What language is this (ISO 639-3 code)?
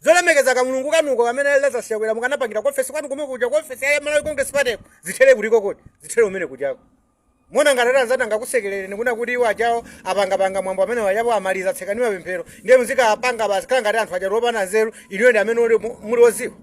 nya